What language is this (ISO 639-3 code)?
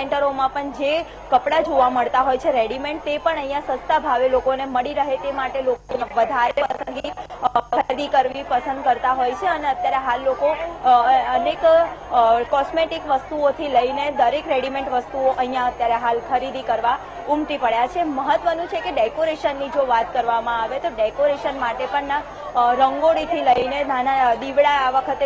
guj